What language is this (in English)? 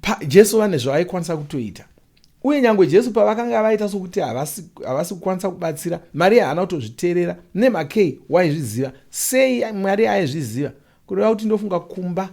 Shona